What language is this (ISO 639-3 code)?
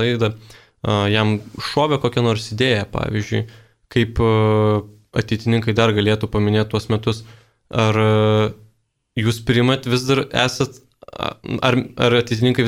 lit